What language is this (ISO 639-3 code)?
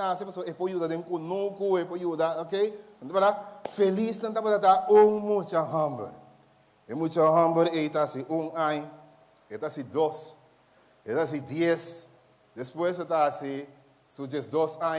pap